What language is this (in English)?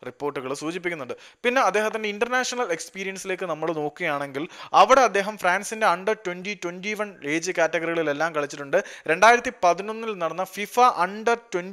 Malayalam